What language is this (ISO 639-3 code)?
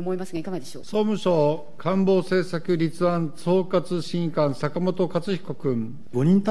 jpn